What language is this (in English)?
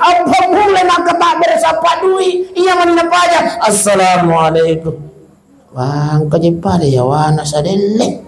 Buginese